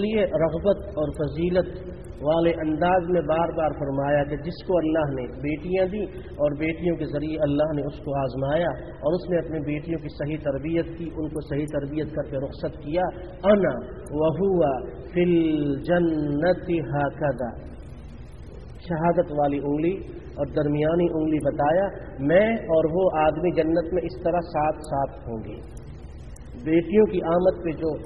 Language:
Urdu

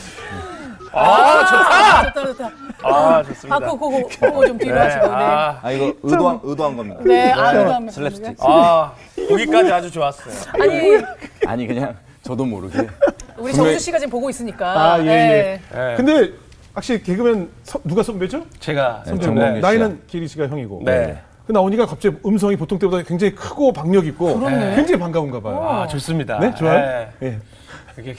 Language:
Korean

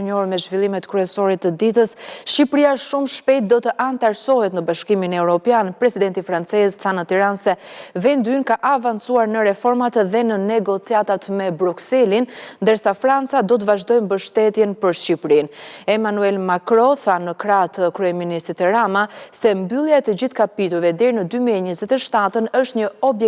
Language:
Albanian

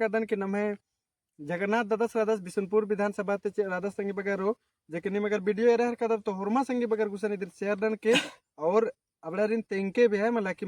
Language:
Kurukh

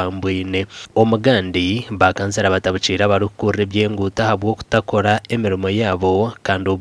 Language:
Nyankole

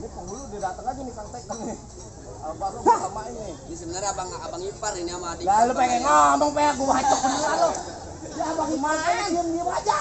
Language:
Betawi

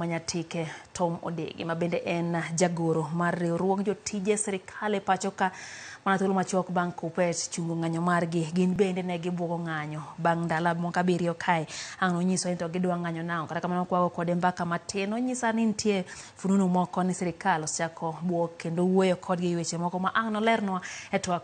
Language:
Luo (Kenya and Tanzania)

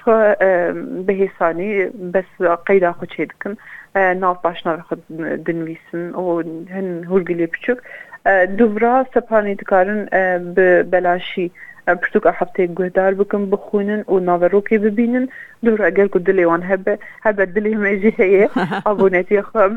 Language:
Kurdish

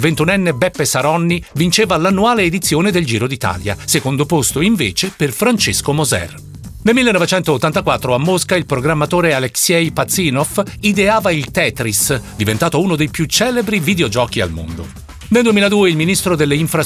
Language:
Italian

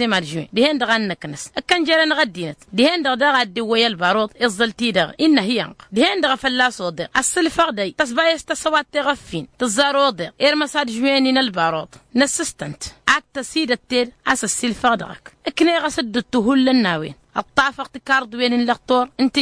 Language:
Tamasheq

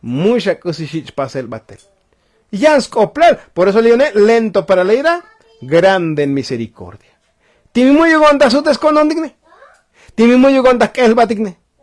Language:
Tzotzil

